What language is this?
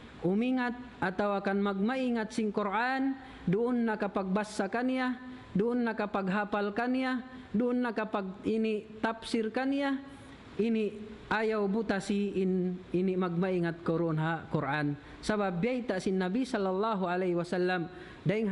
Tausug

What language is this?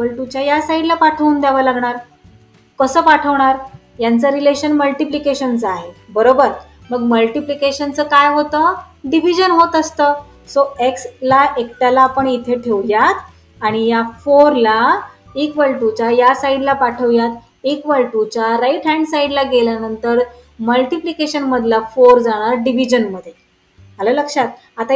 Marathi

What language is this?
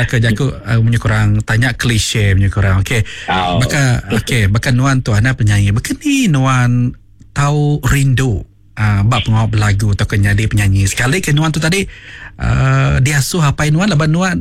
Iban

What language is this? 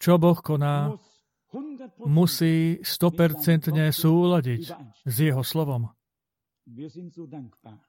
Slovak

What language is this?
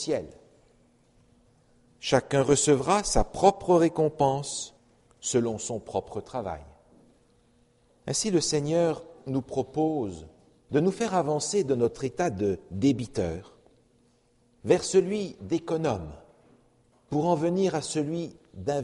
French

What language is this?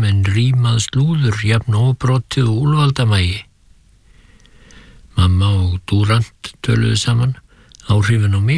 Icelandic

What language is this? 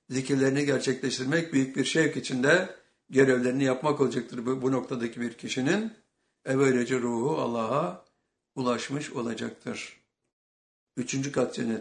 Turkish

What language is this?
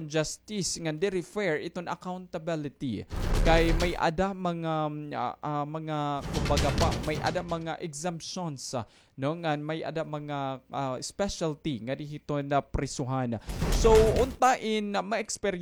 Waray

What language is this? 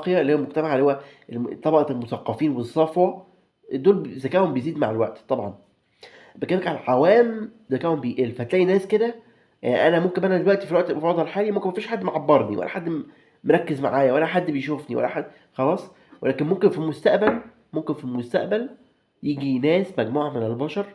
Egyptian Arabic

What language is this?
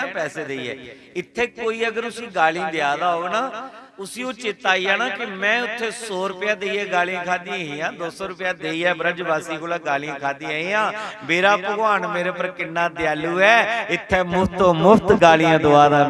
Dogri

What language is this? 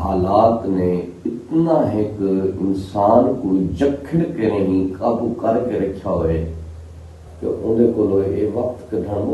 Saraiki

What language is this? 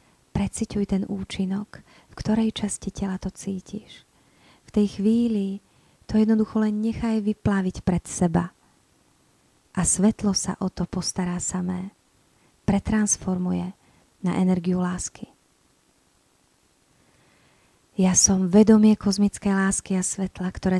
Slovak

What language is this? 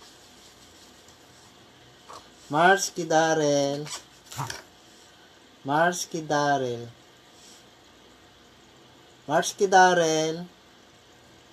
Filipino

